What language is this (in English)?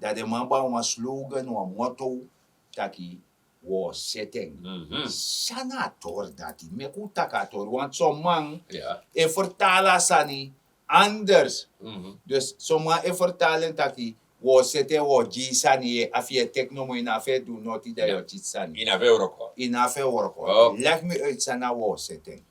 Sranan Tongo